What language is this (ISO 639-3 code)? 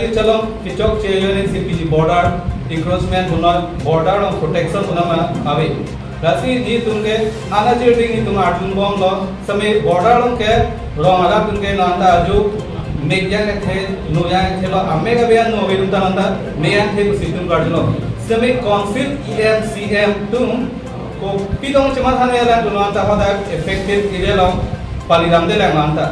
mjw